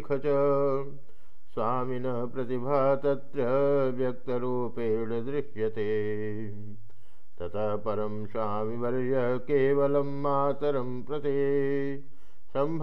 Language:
Sanskrit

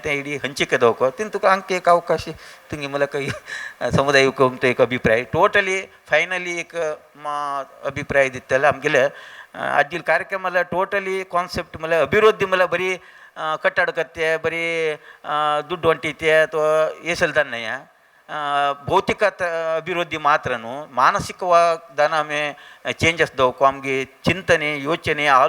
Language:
Konkani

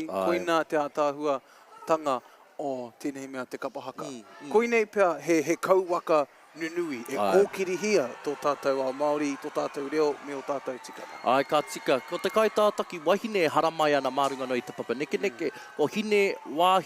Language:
Māori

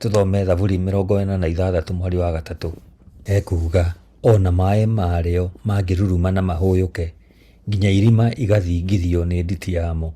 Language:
Kikuyu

